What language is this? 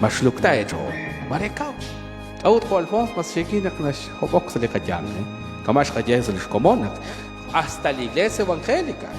Kekchí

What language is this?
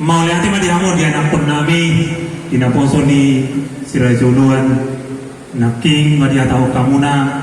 Batak Toba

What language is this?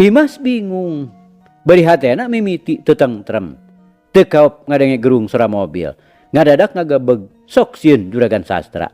Sundanese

